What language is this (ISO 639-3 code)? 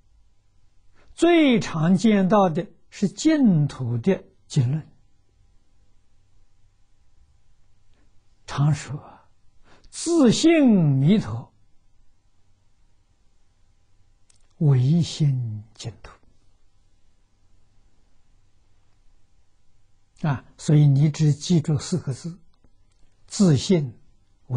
zho